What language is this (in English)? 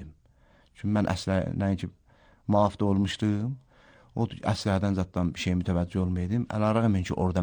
Azerbaijani